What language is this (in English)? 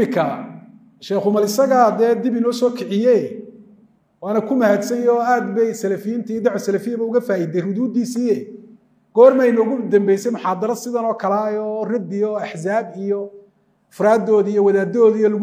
Somali